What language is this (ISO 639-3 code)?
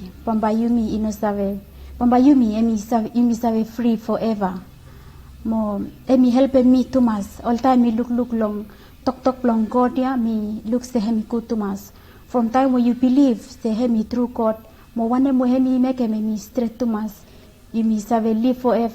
bis